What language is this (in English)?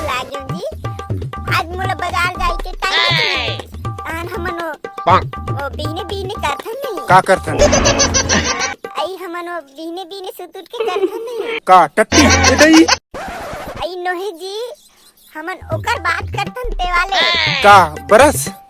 Chhattisgarhi